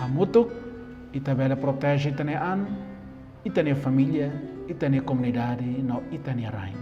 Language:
Tetum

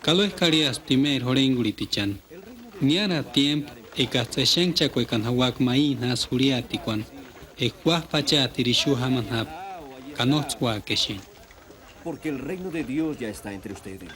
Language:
Purepecha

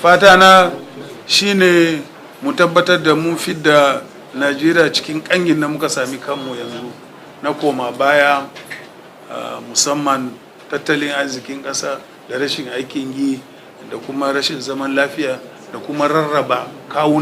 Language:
Hausa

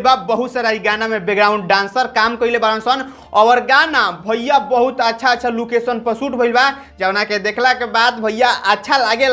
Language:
Bhojpuri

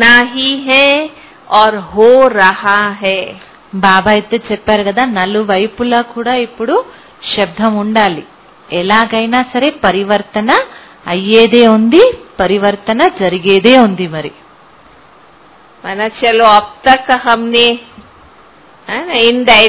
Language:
Telugu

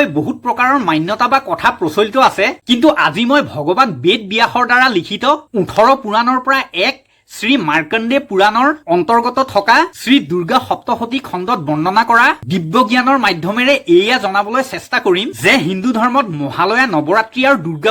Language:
Assamese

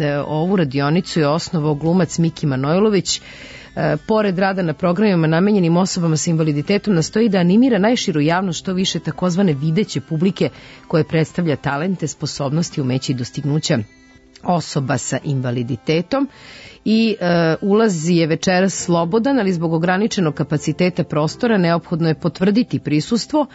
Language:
Serbian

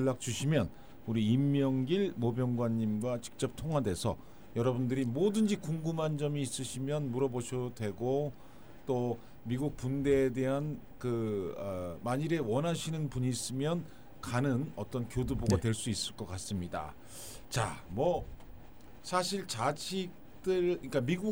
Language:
Korean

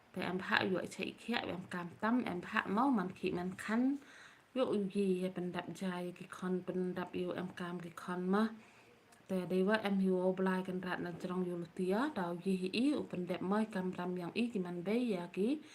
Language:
Khasi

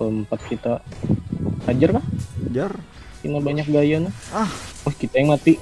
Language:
Banjar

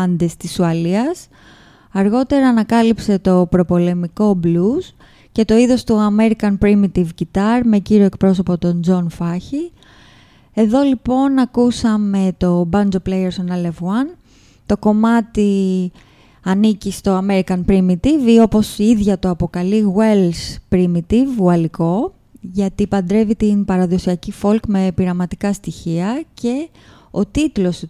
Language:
Greek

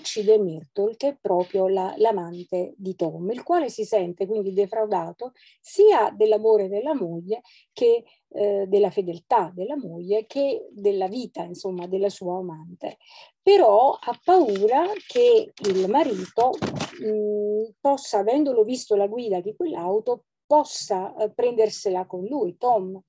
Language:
Italian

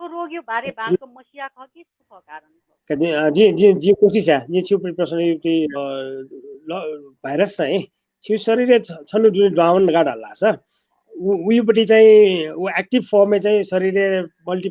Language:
Newari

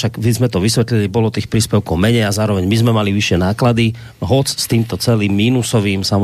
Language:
Slovak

